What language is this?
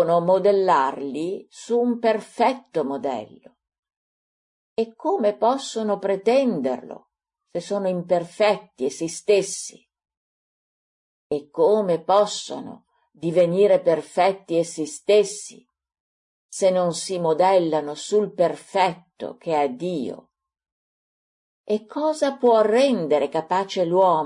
Italian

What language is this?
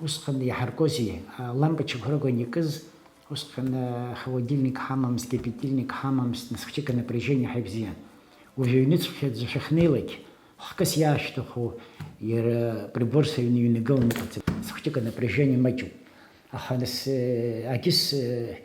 Abkhazian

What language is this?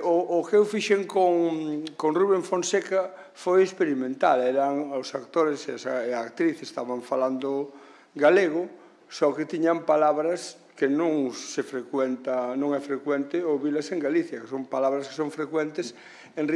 Galician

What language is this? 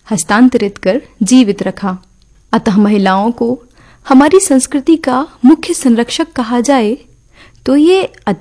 Hindi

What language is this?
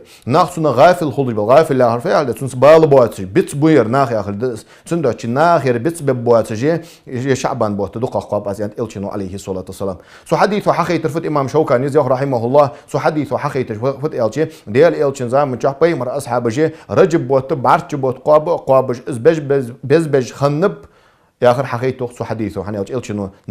Ingush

